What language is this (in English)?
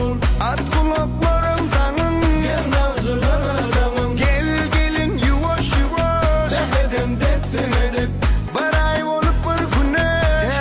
Turkmen